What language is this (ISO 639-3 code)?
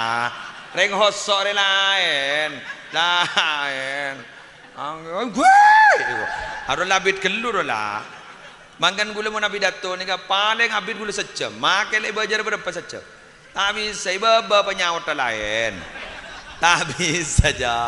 mad